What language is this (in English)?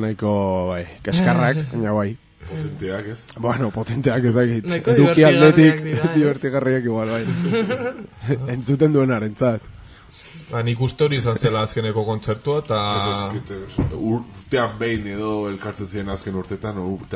Basque